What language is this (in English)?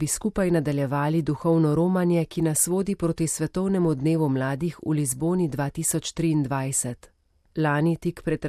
Slovenian